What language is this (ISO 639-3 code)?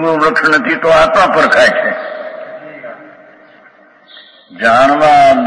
guj